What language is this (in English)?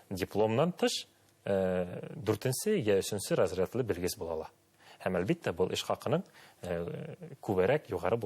Bashkir